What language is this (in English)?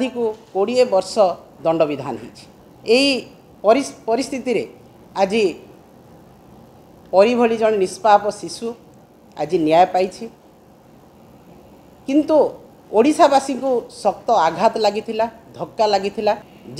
Odia